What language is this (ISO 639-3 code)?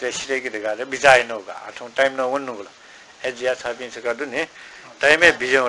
new